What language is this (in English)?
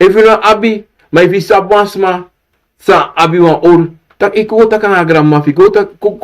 Sranan Tongo